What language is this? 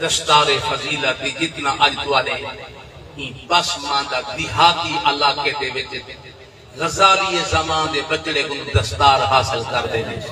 Saraiki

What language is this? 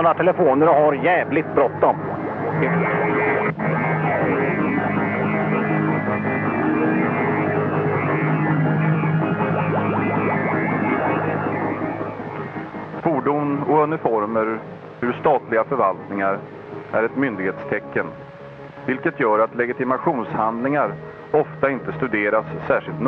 Swedish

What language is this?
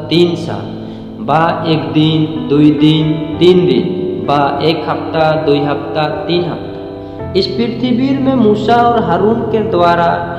Sadri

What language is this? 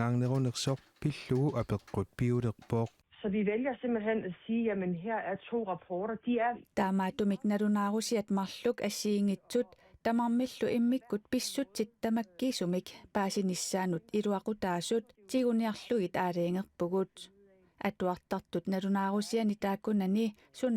Kalaallisut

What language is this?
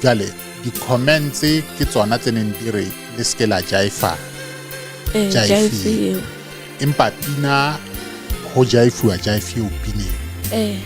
Southern Sotho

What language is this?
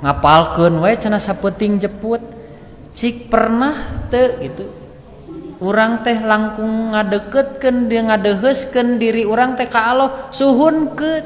Sundanese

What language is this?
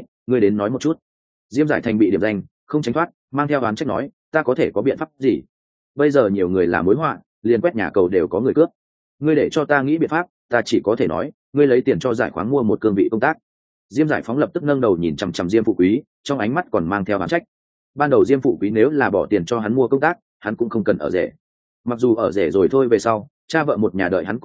Vietnamese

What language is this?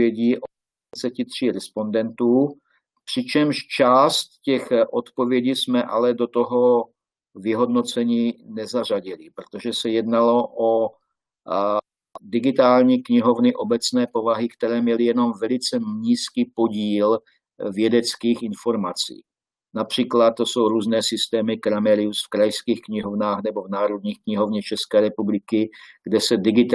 Czech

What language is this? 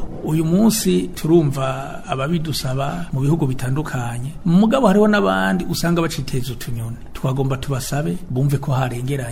Rundi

